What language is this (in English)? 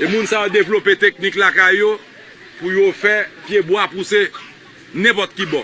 Haitian Creole